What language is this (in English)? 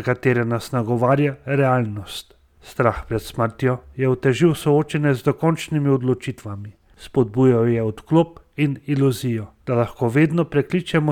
Slovenian